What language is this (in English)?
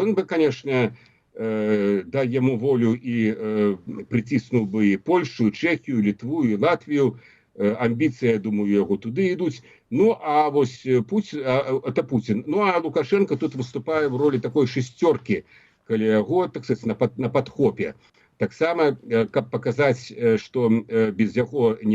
Belarusian